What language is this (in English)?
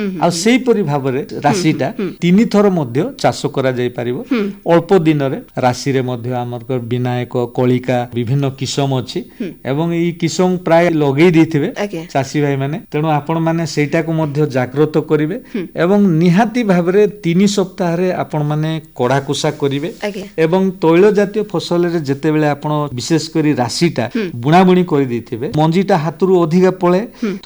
Odia